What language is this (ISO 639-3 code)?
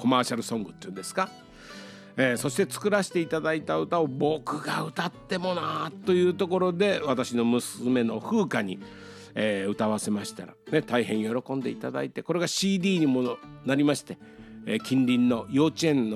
jpn